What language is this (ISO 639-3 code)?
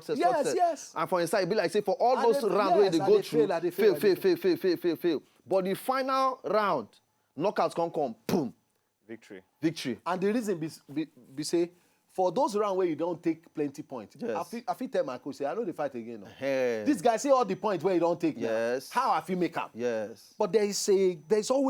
pcm